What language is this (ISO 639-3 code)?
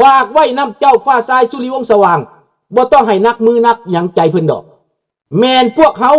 lao